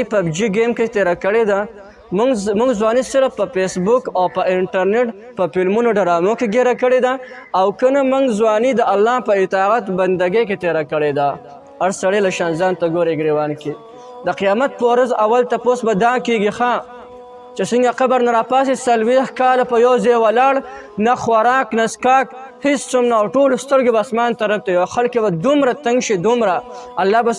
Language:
Pashto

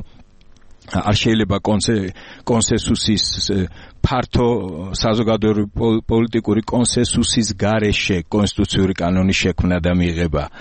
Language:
Georgian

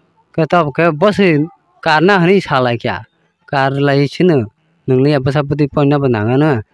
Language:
Kok Borok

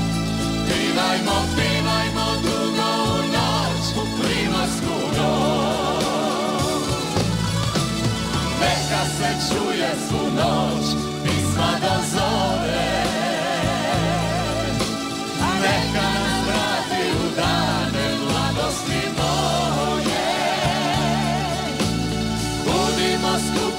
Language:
Croatian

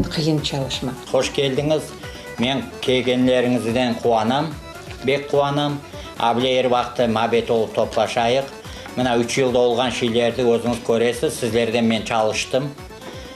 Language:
Crimean Tatar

